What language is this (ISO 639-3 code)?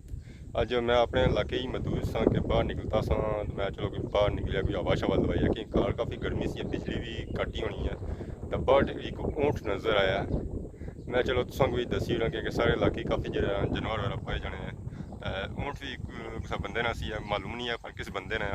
phr